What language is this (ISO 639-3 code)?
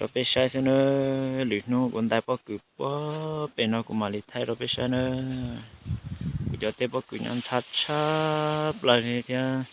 hmn